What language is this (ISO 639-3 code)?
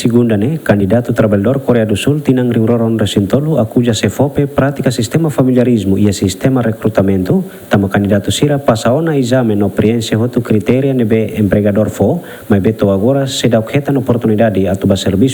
tet